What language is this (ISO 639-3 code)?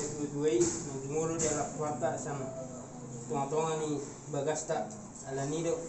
bbc